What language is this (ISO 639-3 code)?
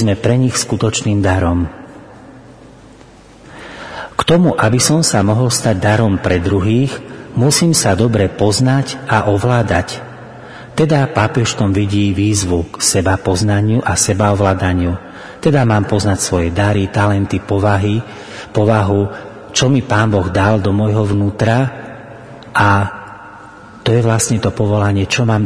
slk